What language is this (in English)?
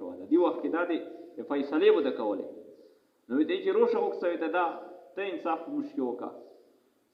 Pashto